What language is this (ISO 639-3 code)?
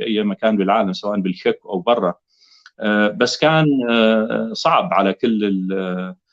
apc